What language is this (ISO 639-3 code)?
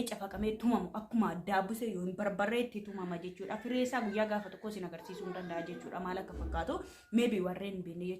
orm